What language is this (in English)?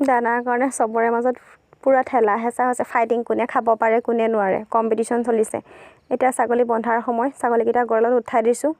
Assamese